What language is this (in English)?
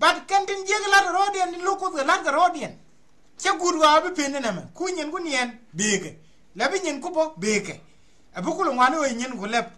Nuer